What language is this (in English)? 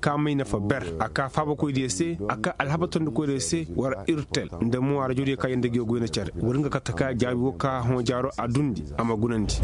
Koyraboro Senni